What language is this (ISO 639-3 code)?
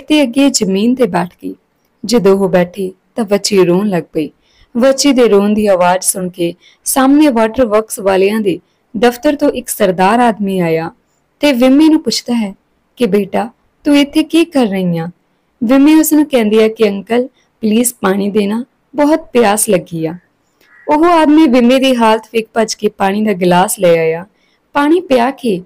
pan